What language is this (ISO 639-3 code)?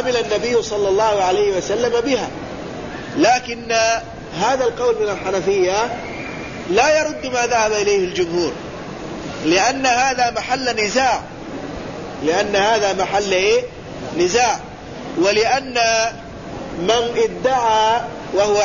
ara